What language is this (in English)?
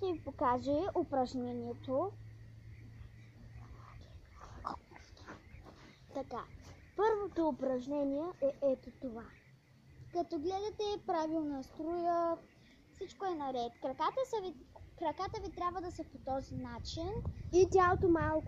Bulgarian